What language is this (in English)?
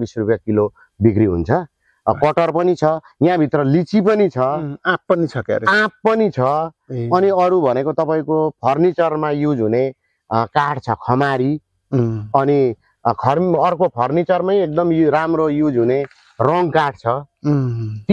Nepali